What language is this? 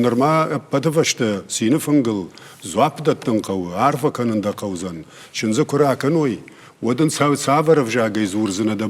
Ossetic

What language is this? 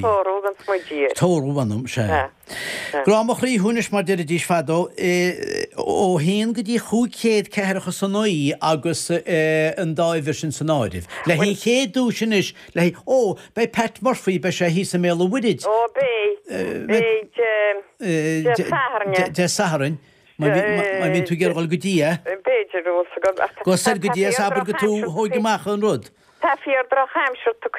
Irish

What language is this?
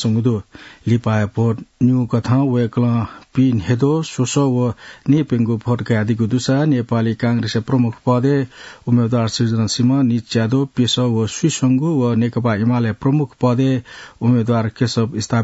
Newari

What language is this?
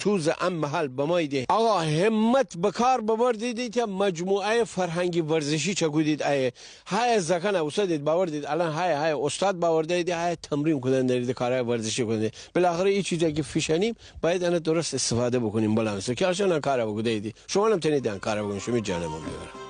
Gilaki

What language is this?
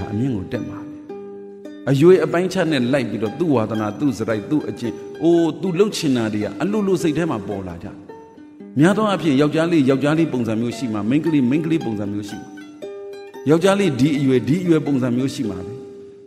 Burmese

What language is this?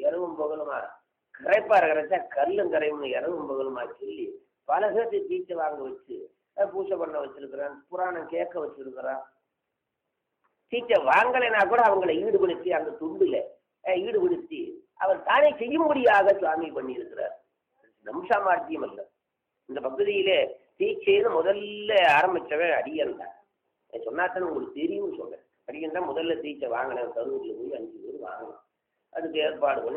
Tamil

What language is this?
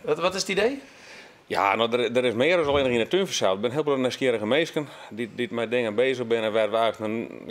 Western Frisian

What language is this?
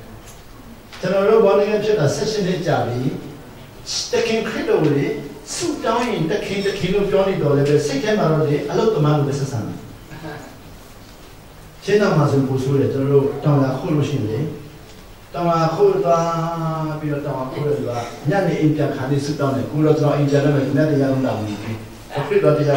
Burmese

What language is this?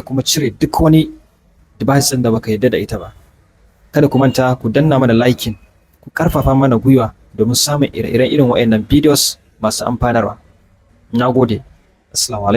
Hausa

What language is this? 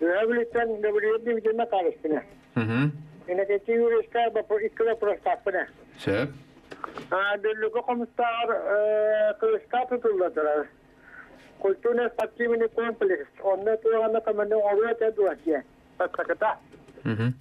Yakut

